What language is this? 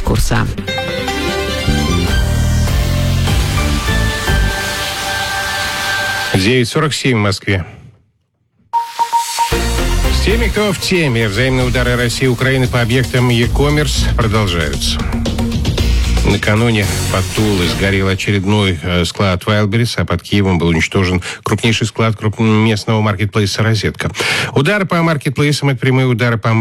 Russian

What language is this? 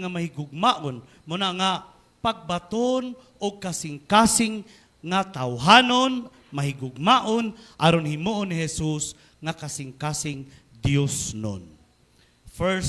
Cebuano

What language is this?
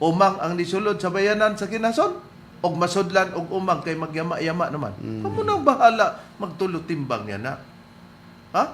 Cebuano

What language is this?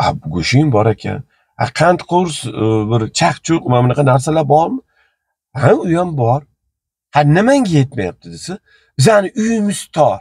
Uzbek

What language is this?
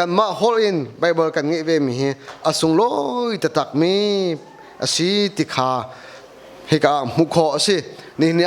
Hakha Chin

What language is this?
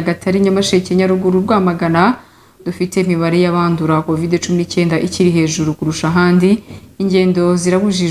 Kinyarwanda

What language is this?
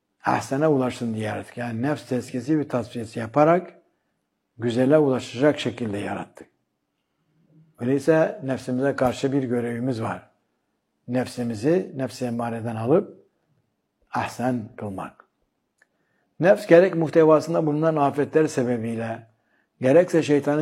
Turkish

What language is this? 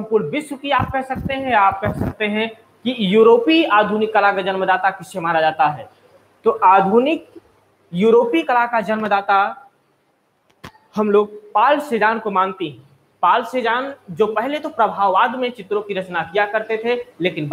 Hindi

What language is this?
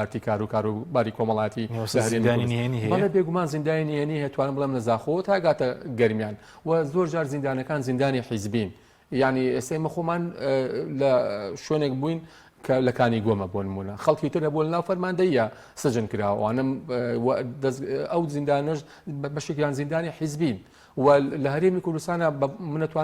Central Kurdish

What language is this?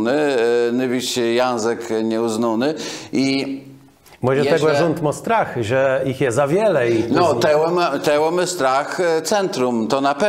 Kashubian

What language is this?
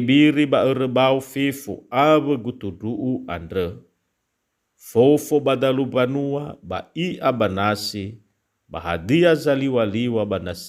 Nias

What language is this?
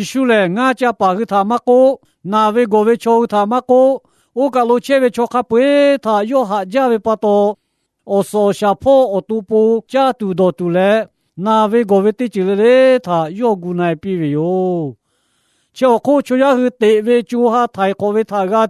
Lahu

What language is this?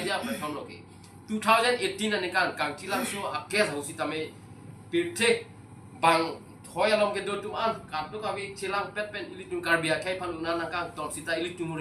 Karbi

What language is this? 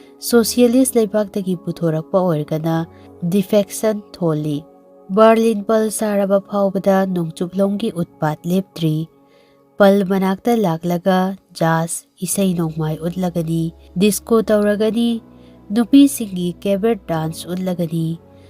Manipuri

